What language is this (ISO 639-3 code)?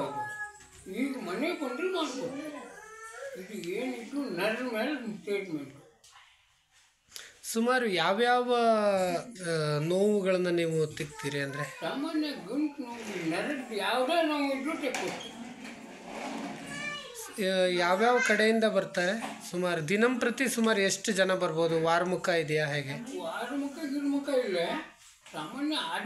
kan